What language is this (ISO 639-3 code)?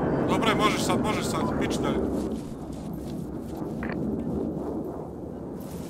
hrv